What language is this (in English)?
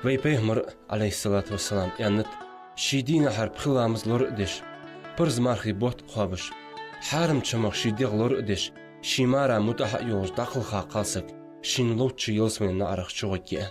Ingush